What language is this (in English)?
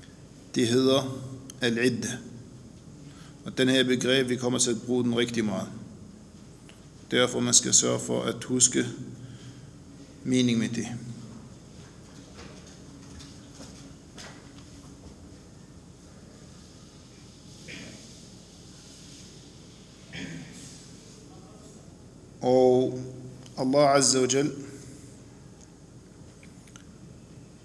Danish